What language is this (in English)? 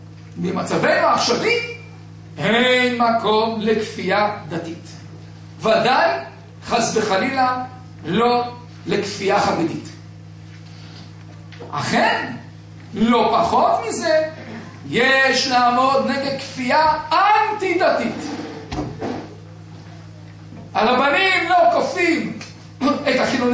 Hebrew